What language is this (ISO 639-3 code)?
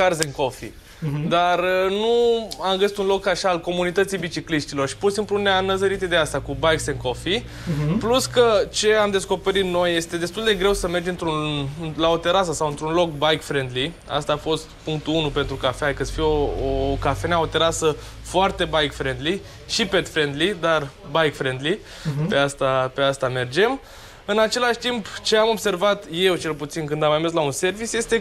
ron